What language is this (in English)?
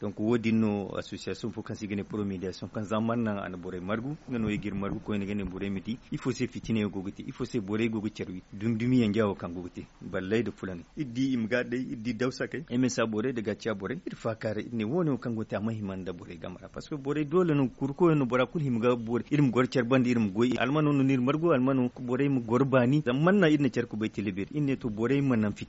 Zarma